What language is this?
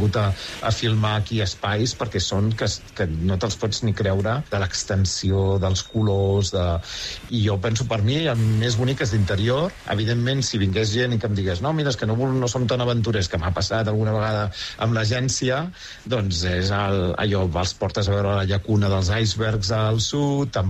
Catalan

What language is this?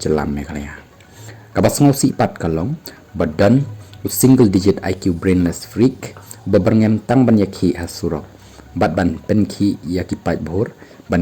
Khasi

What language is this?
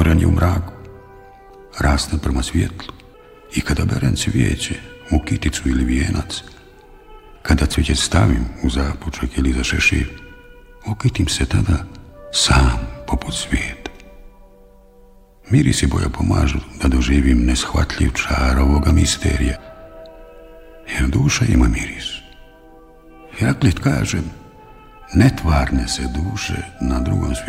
Bosnian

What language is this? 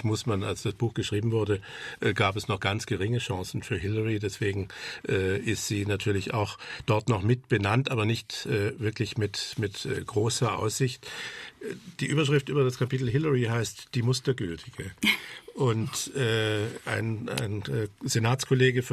German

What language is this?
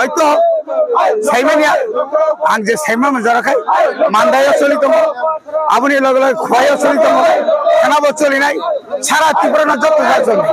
Kok Borok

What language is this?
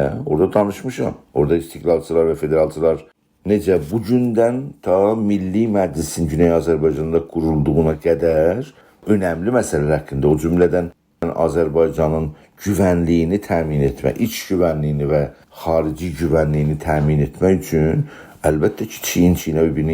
South Azerbaijani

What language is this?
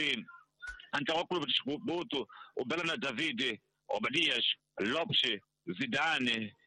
Tsonga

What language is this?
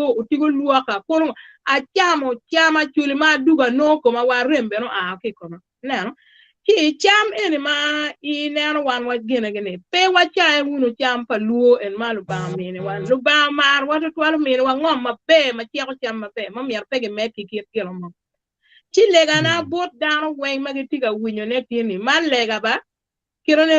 Acoli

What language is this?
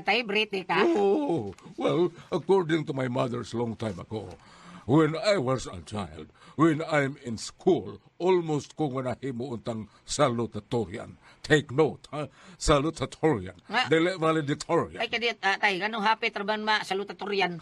Cebuano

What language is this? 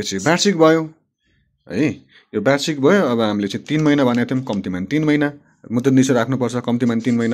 Nepali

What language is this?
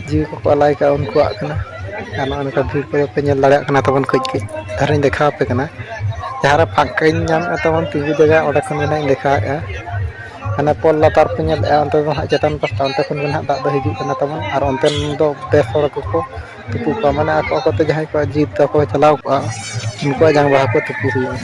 Santali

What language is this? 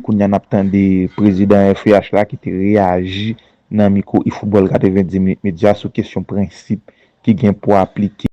Haitian Creole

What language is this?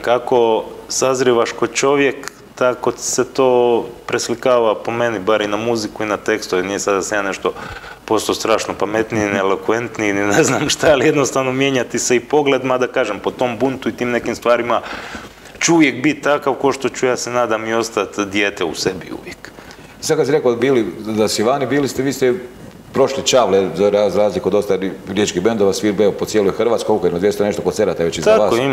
Croatian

